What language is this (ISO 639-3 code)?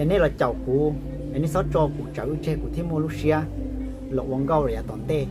hmn